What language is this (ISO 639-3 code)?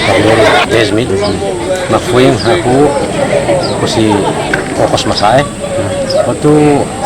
tet